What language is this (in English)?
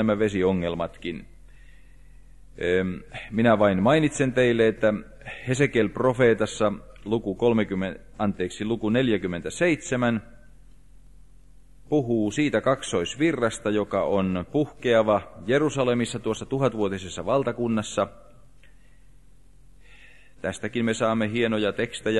Finnish